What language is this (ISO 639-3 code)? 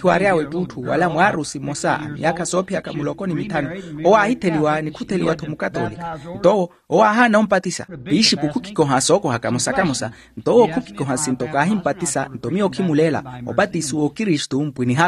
vmw